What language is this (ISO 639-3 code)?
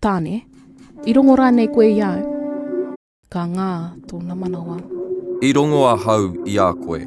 mri